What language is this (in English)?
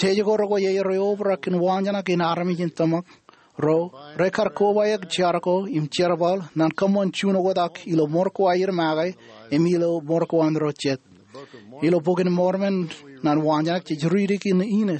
Marshallese